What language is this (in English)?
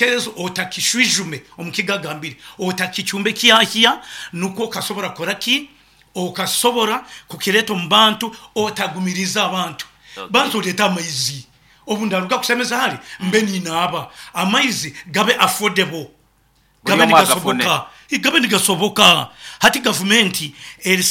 Nyoro